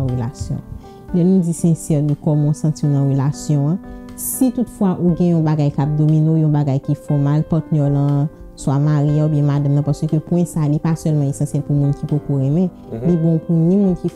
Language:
Haitian Creole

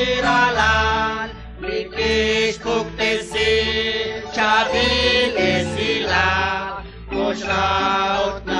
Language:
Kekchí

